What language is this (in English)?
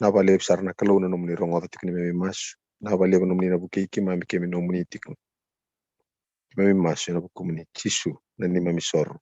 Fijian